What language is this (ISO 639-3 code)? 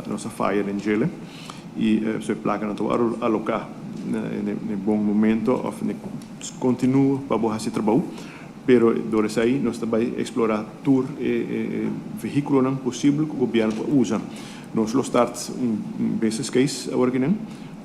pap